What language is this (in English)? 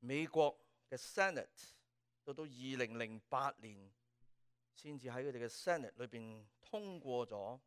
Cantonese